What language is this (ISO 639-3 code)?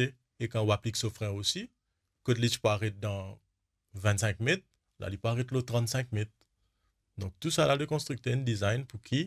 mfe